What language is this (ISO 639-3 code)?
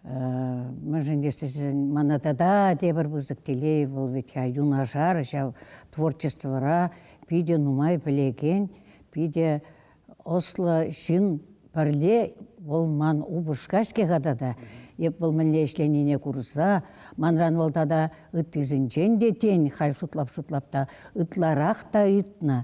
chv